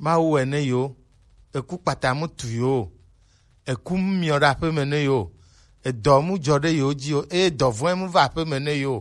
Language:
Gen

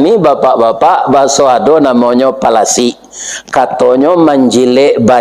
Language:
Minangkabau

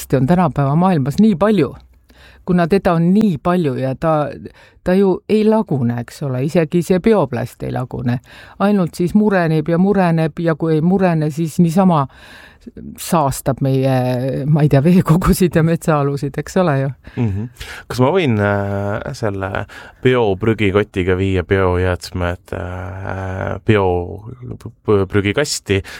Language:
Estonian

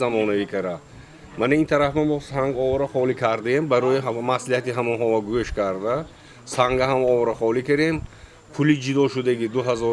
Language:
Tajik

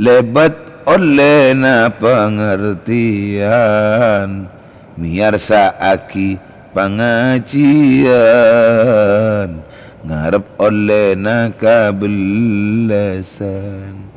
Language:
Madurese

